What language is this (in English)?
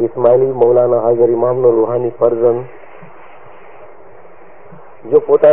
Gujarati